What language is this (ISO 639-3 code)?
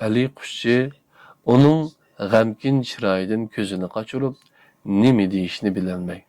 uig